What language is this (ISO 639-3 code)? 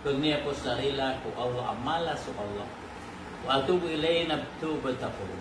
mrw